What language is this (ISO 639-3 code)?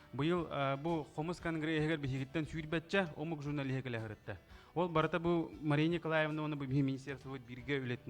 sah